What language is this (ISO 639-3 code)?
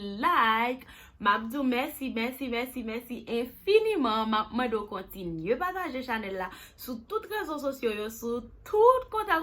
hat